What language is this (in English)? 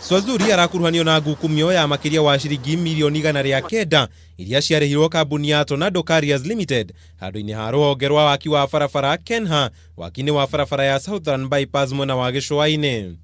Kikuyu